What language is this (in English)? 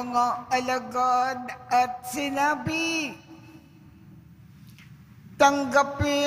Filipino